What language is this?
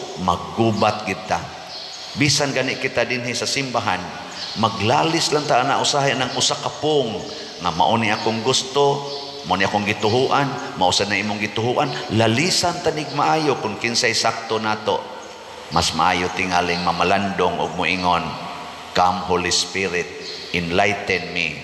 Cebuano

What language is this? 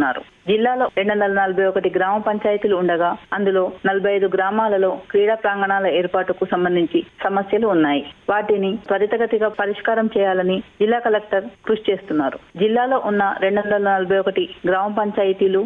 Telugu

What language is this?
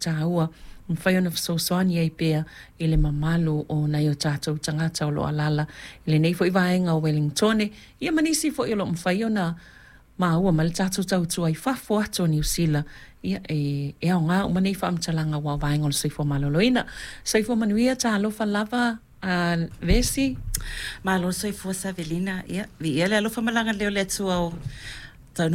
Samoan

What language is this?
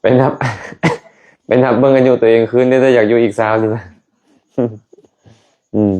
Lao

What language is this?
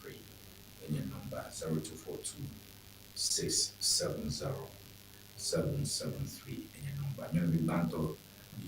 Ewe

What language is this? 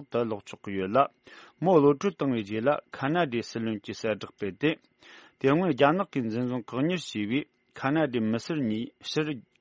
Tibetan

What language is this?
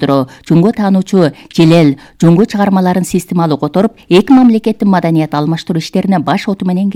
Kyrgyz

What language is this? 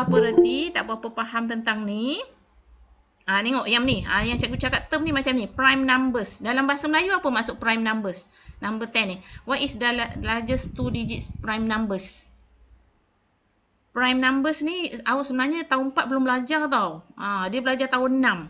Malay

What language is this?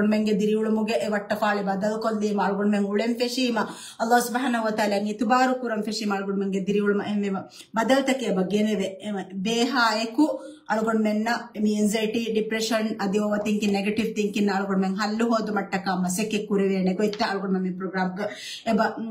Divehi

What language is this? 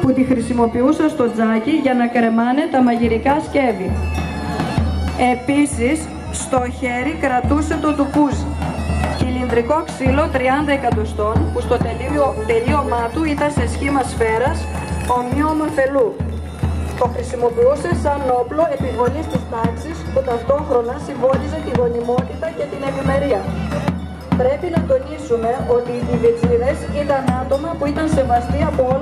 Greek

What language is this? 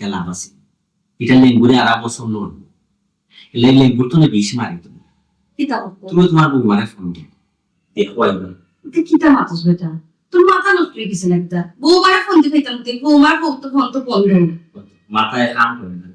Sylheti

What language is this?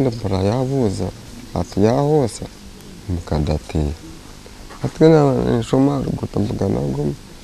Nyankole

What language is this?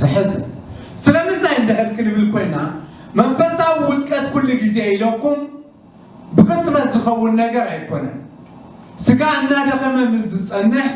Tigrinya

